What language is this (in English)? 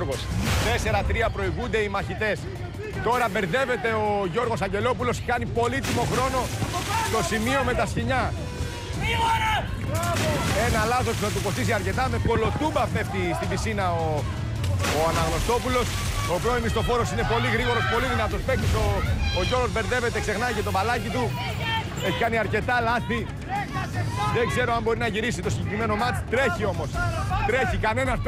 Greek